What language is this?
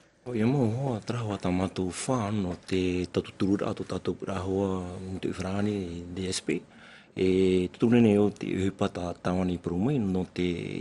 Tahitian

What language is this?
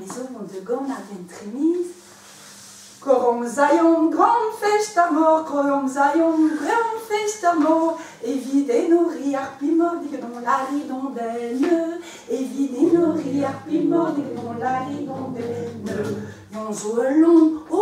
Breton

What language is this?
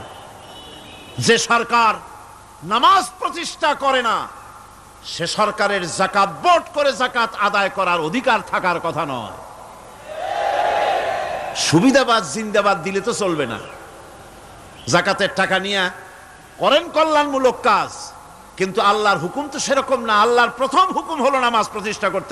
Bangla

